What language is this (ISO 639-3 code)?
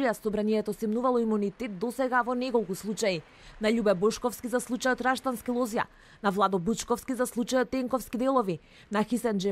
mkd